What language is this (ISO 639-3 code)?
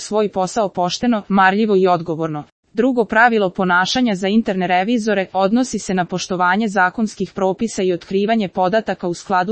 srp